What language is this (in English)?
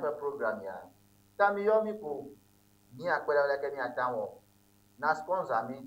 Ewe